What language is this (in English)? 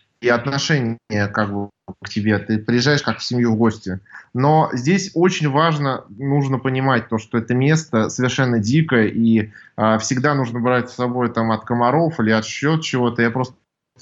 Russian